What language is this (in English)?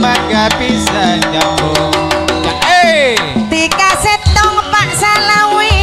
Madurese